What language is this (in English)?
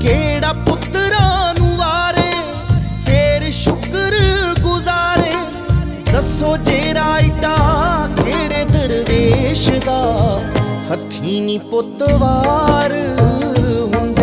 Punjabi